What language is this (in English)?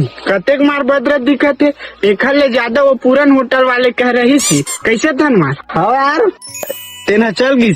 Chhattisgarhi